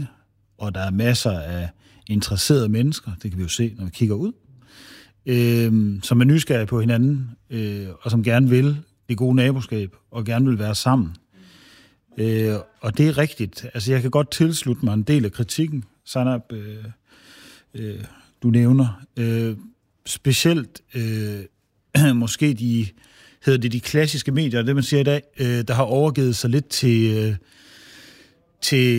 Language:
Danish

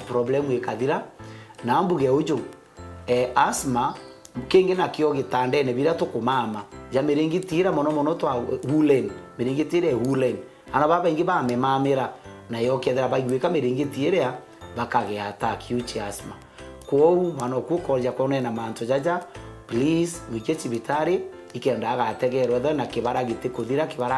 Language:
Meru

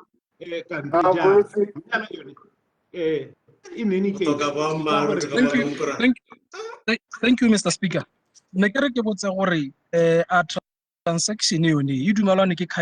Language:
Tswana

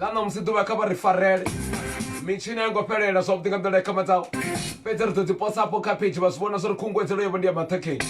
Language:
Venda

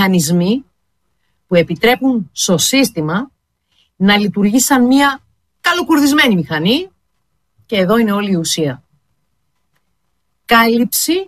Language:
Greek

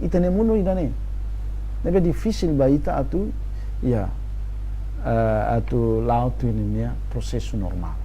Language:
Tetum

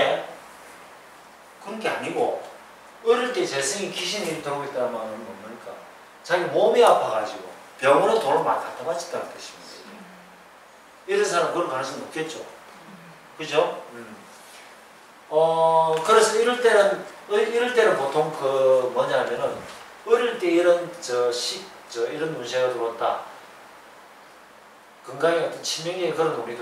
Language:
Korean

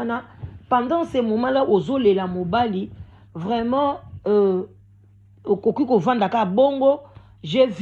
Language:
Lingala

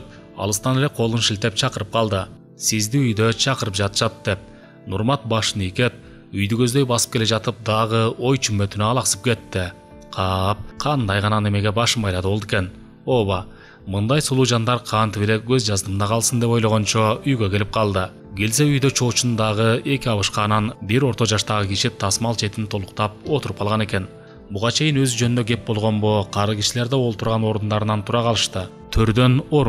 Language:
Kyrgyz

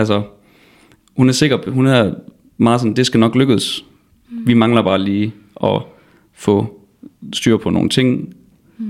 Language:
Danish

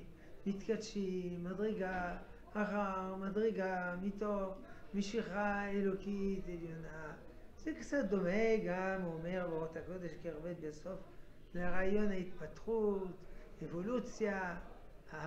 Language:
Hebrew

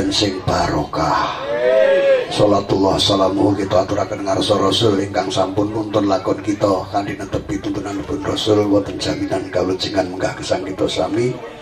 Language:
Javanese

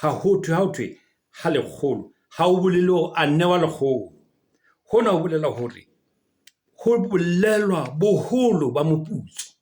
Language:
Southern Sotho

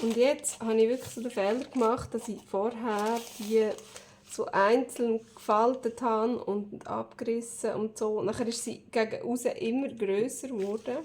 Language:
Swiss German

